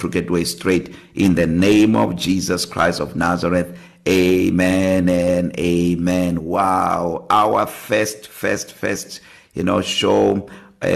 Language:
English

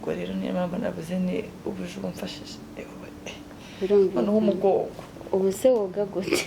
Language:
Kinyarwanda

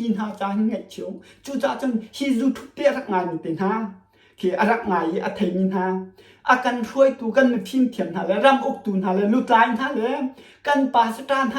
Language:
Hakha Chin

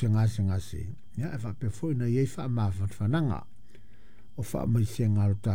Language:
Samoan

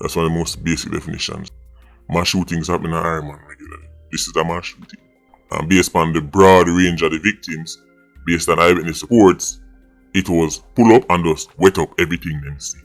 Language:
Jamaican Creole English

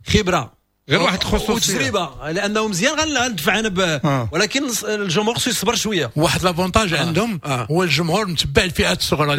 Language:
Moroccan Arabic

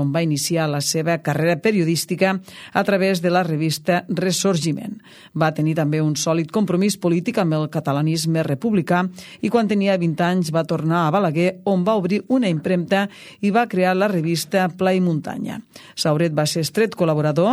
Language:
Catalan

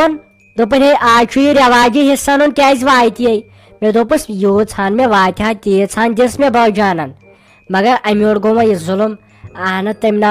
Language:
Kashmiri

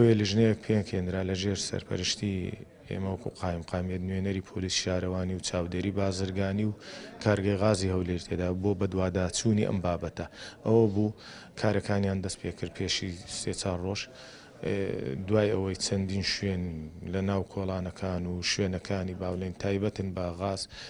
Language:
Central Kurdish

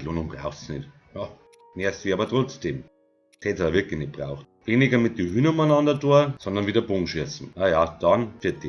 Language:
Bavarian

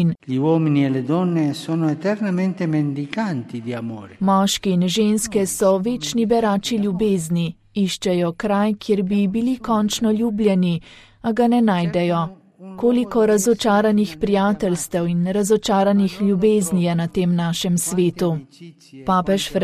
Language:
Slovenian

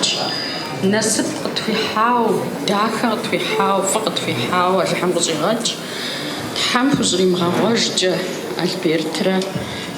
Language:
Kabardian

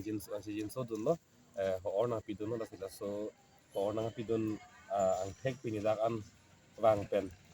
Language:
Karbi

